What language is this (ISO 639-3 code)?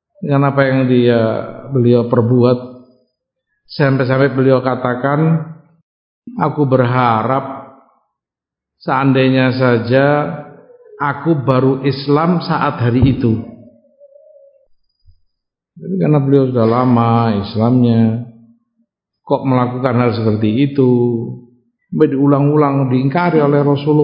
ind